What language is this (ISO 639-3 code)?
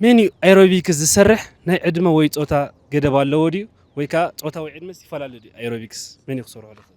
tir